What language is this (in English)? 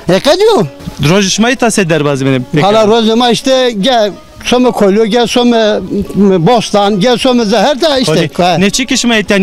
Zaza